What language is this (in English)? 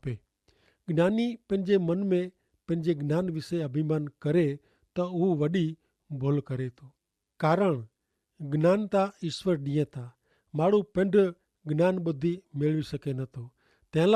Kachhi